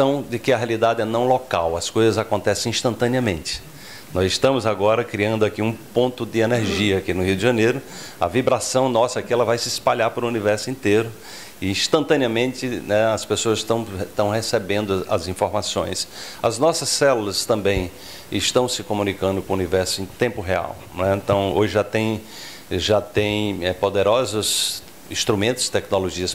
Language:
Portuguese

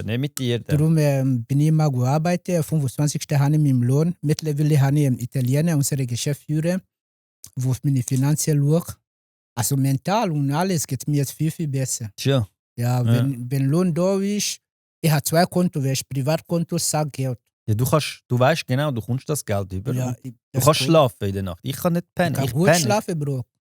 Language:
Swiss German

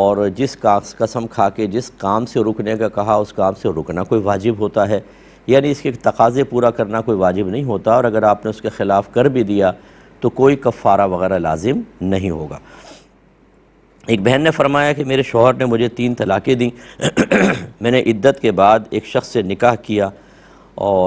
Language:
Urdu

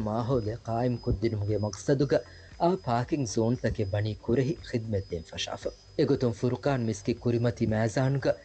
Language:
Divehi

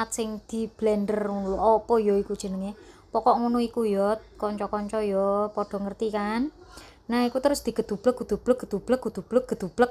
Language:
Javanese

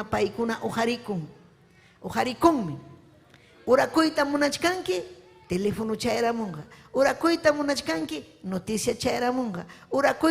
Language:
Ayacucho Quechua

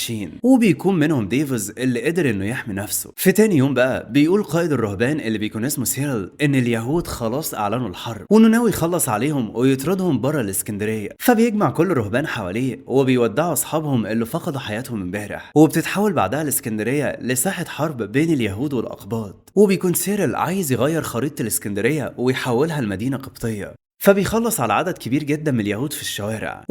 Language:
Egyptian Arabic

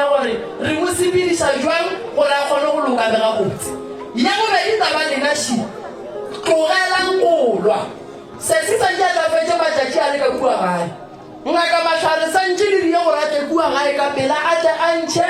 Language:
Northern Sotho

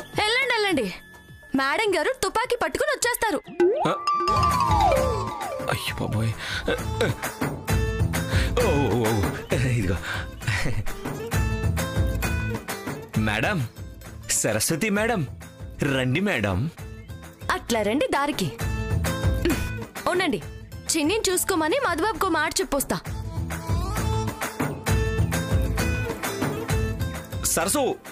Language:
Telugu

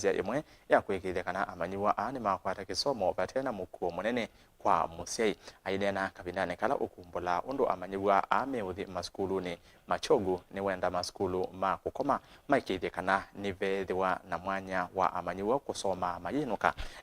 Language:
Kamba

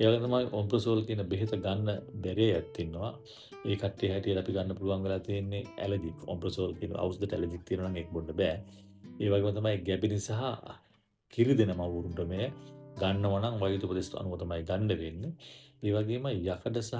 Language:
Sinhala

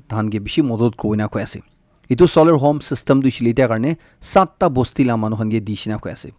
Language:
Naga Pidgin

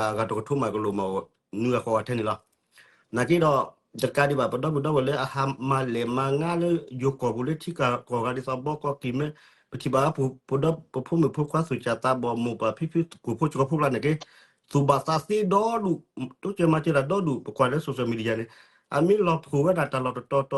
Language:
S'gaw Karen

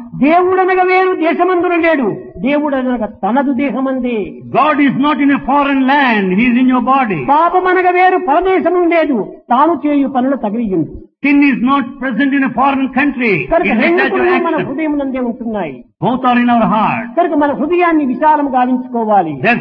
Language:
Telugu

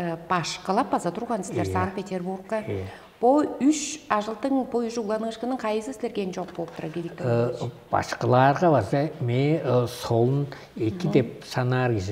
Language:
Tuvinian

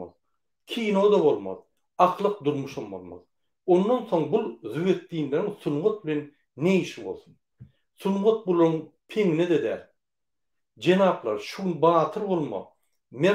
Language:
Turkmen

